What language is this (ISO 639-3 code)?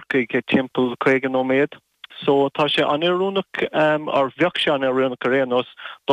gle